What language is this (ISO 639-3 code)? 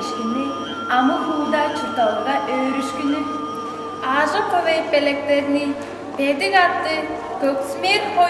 tyv